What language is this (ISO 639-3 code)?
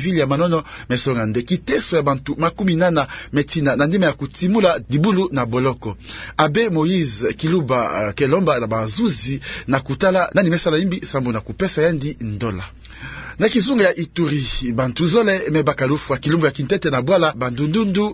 ktu